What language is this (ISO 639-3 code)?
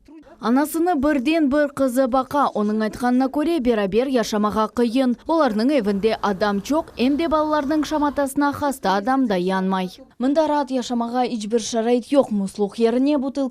crh